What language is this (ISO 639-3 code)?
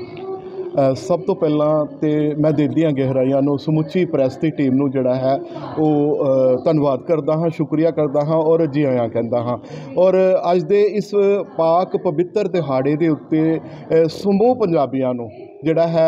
pan